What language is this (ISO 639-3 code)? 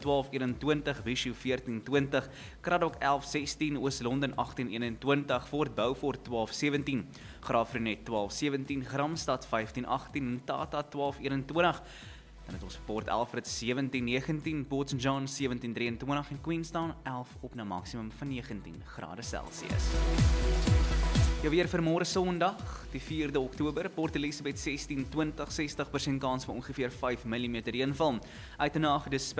afr